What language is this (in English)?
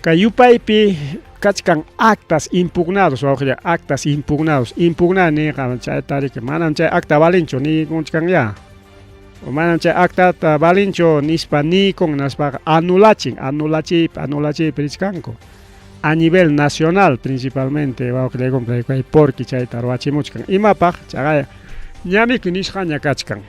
Ayacucho Quechua